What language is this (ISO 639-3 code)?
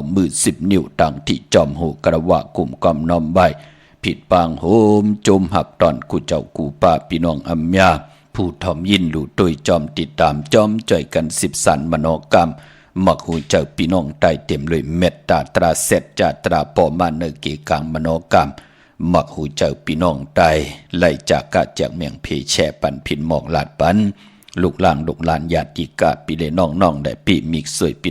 shn